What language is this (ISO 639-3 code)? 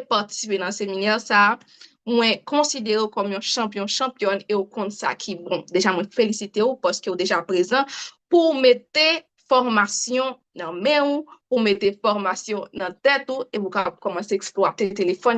hat